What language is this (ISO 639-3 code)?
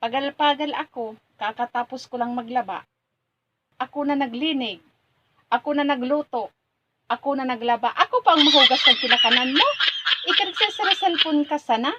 bik